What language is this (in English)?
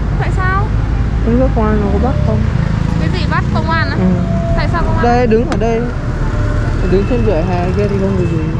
Vietnamese